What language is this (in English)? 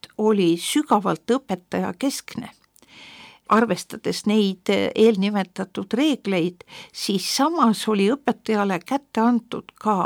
Estonian